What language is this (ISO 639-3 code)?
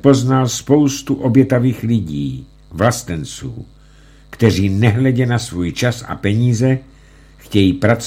ces